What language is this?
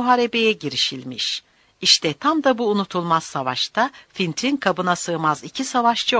Turkish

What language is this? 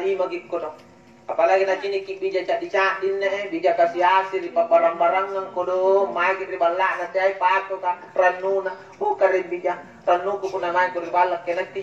Makasar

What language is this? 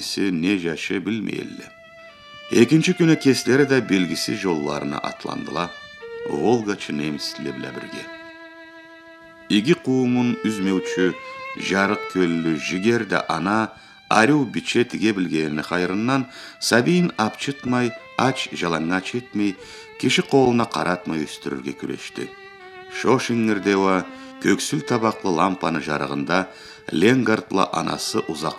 Karachay-Balkar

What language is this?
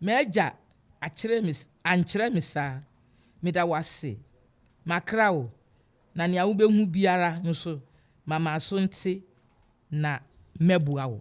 Akan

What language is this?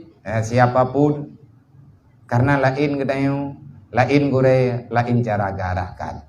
Achinese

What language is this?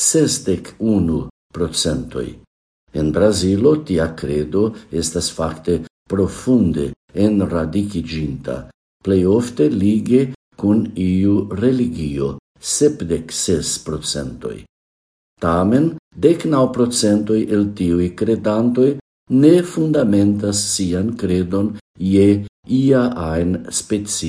Esperanto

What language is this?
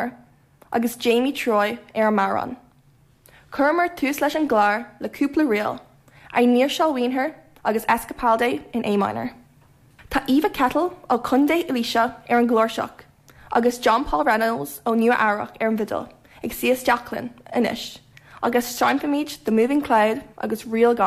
Irish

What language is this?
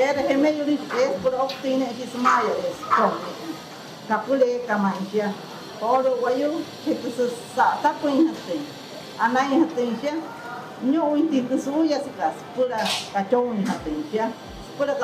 Wayuu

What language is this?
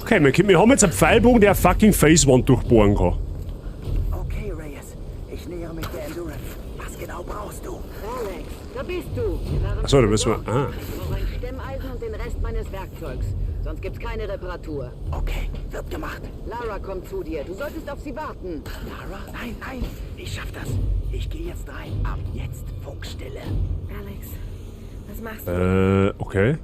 Bavarian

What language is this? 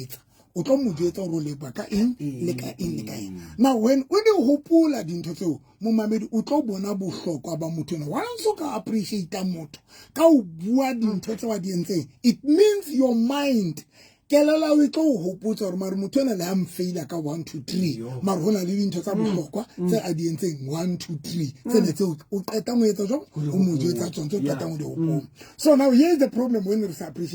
Southern Sotho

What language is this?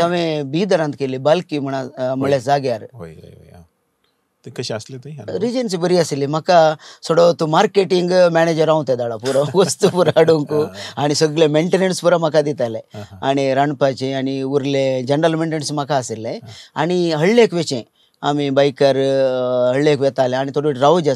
Konkani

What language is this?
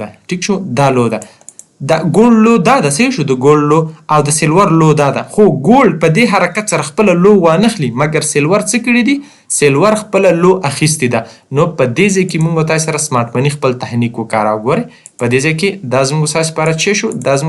Pashto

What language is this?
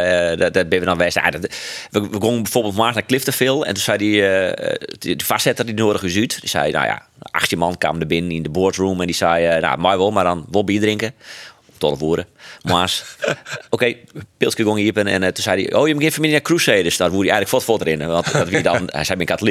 Western Frisian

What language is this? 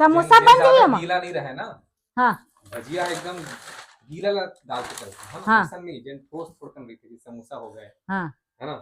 Chhattisgarhi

